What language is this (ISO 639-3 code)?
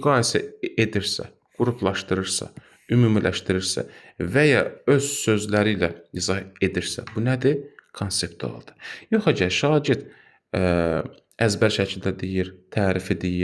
aze